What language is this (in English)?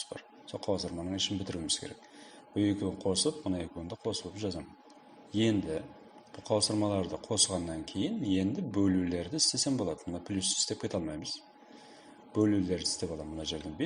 Kara-Kalpak